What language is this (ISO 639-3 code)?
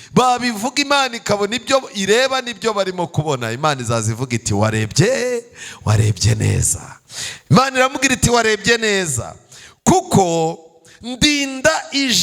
kin